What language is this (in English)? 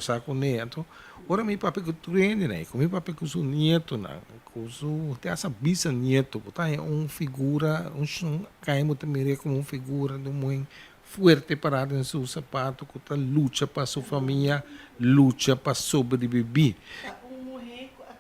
Papiamento